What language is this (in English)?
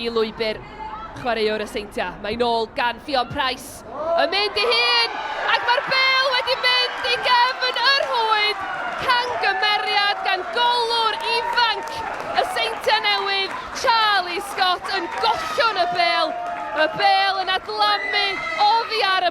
Welsh